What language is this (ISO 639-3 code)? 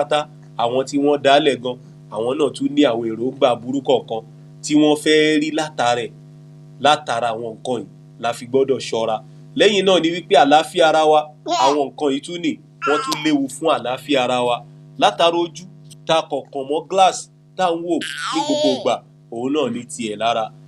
yor